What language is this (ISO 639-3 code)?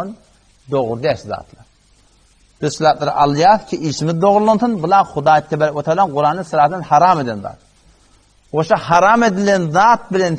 tuk